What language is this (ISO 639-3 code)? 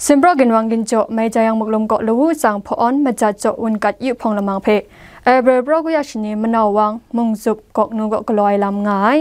kac